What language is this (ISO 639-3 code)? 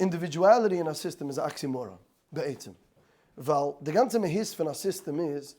yid